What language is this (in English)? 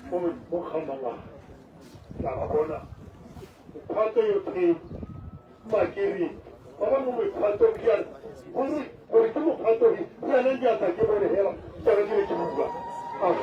Tswana